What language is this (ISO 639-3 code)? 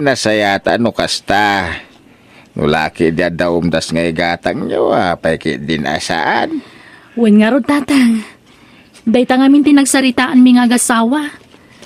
ilo